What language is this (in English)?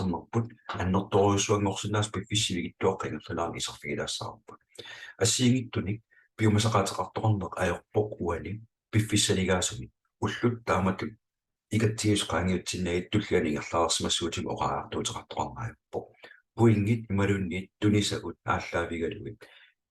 Kalaallisut